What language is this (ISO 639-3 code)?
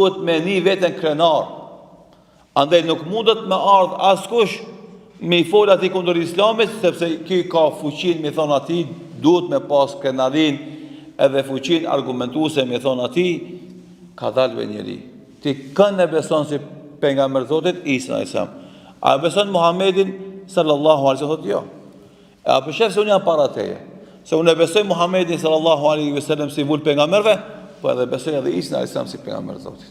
sqi